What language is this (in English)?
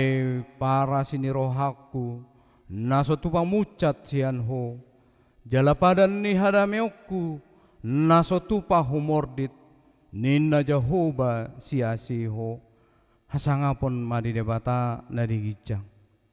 Batak Toba